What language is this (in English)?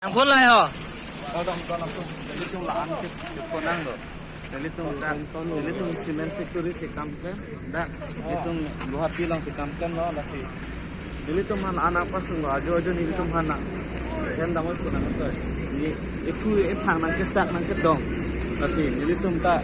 Karbi